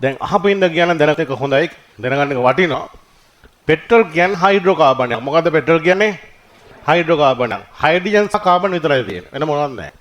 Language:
Sinhala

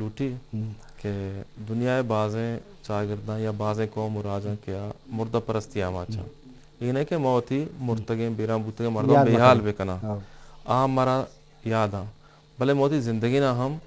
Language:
Eastern Balochi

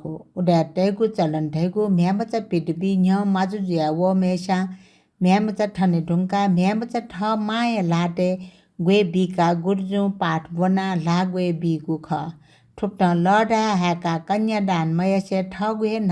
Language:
Newari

